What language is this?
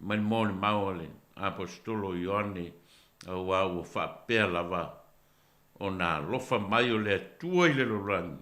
Samoan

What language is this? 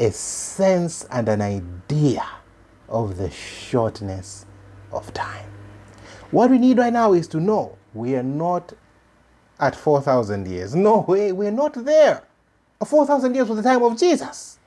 English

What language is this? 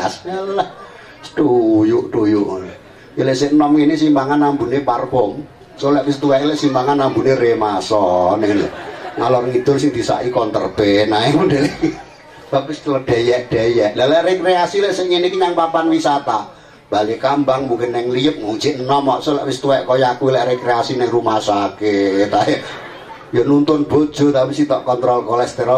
Javanese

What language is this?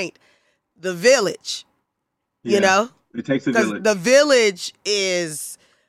English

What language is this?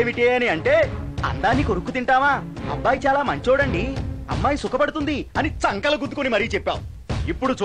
Telugu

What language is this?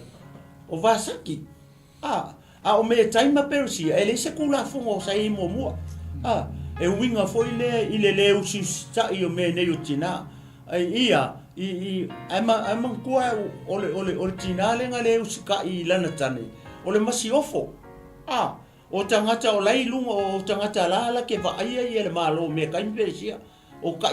Samoan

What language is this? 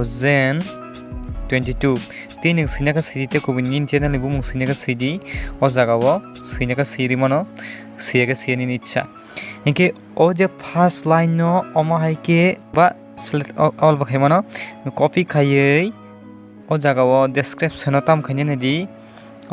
Kok Borok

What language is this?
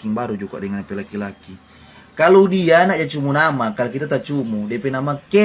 Manado Malay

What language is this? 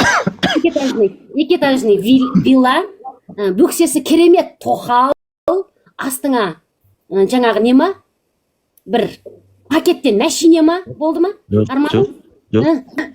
Kazakh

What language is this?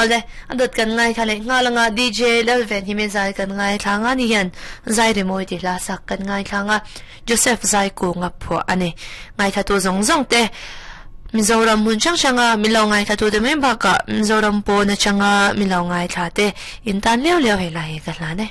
Mizo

